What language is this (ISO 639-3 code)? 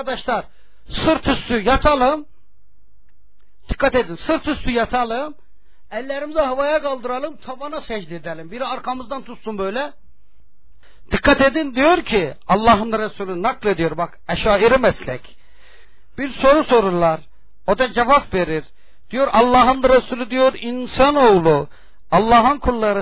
tur